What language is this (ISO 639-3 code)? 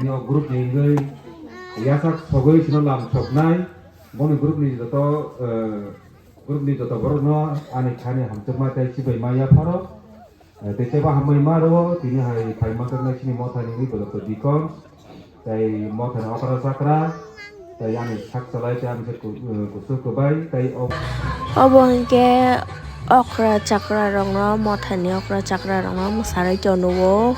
trp